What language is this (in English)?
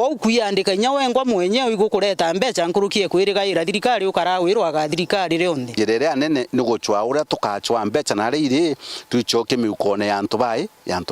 Meru